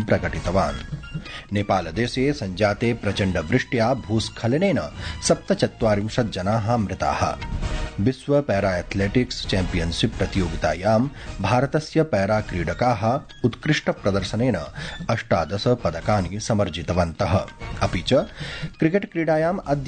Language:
Sanskrit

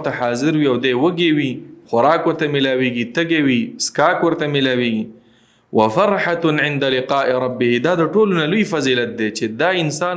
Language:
Pashto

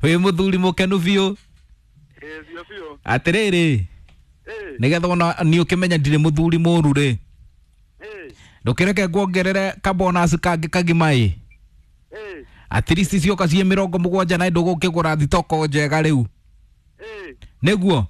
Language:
Kikuyu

